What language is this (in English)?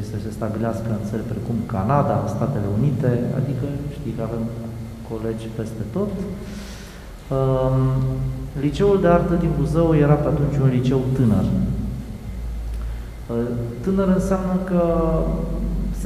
Romanian